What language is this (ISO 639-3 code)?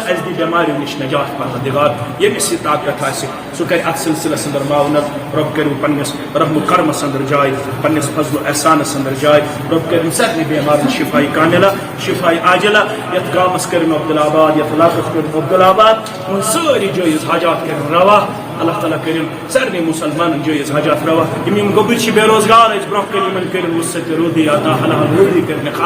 kas